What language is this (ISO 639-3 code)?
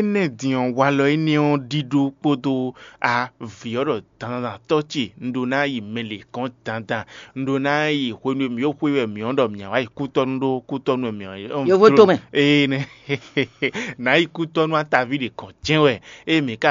fon